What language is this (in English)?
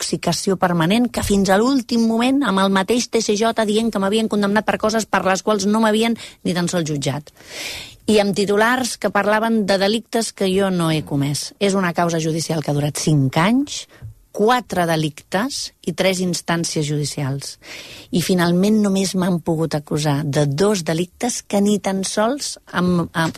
Catalan